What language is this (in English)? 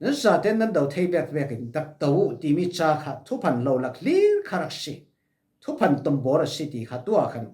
Falam Chin